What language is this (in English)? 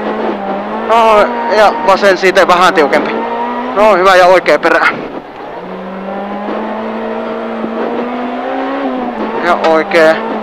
Finnish